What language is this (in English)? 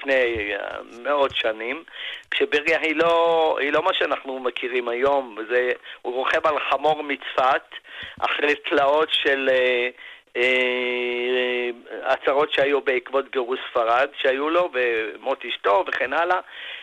Hebrew